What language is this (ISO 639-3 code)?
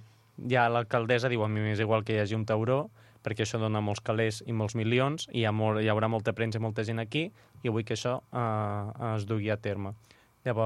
cat